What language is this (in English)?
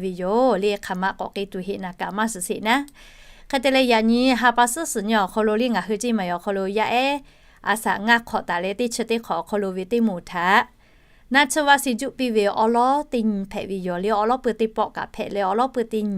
Lahu